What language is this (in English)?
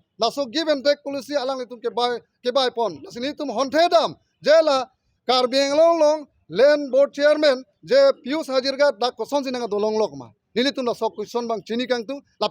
Karbi